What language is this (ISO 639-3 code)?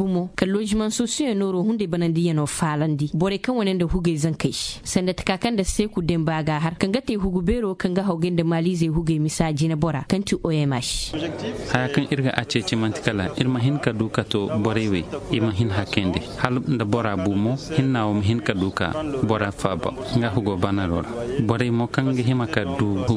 dje